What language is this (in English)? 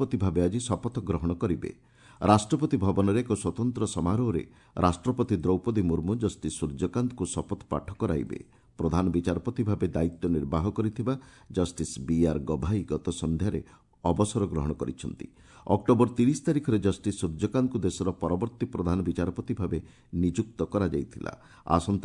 Odia